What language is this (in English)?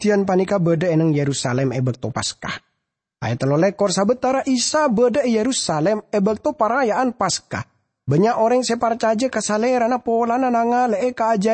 Madurese